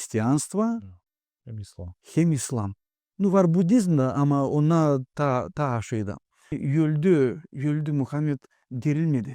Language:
Gagauz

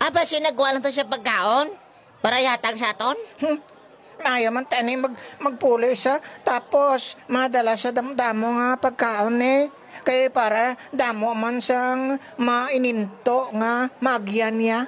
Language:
Hiligaynon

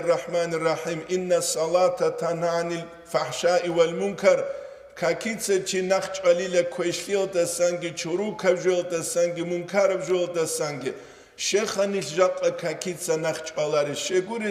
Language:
Avaric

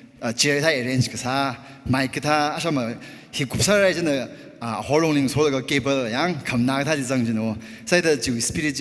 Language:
Tangkhul Naga (India)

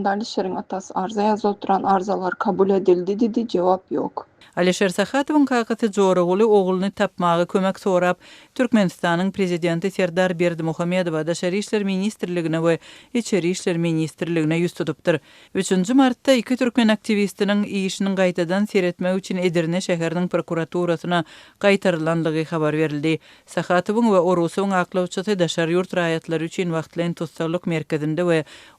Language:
Turkmen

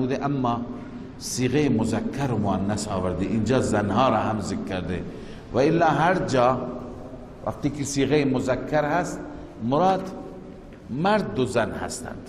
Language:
Persian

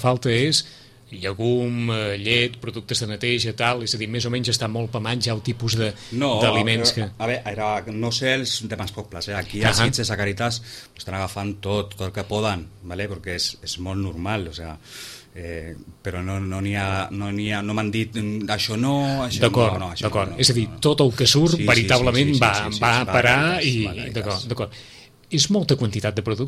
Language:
Catalan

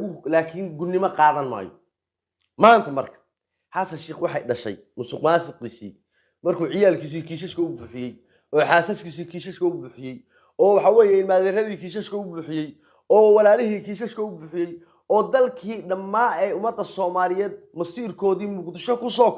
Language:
Somali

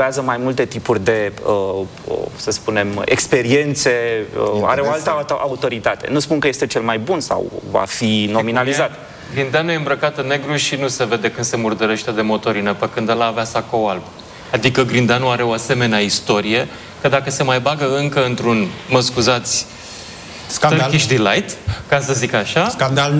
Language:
Romanian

